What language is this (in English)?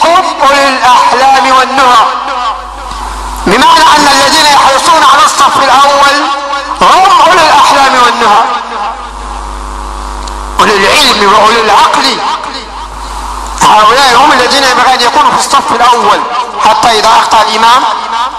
Arabic